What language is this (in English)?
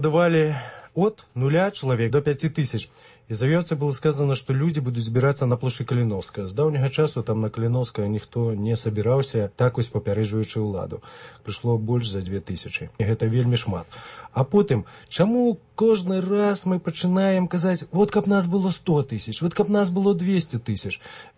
Belarusian